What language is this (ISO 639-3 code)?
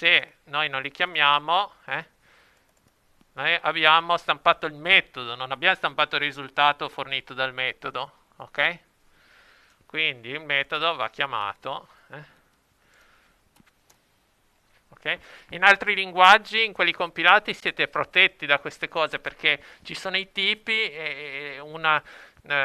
ita